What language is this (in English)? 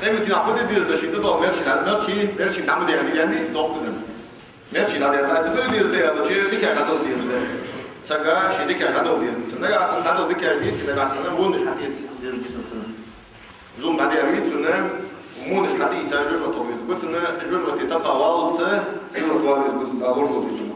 Ingush